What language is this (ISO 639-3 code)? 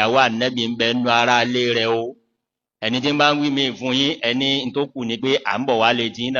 yor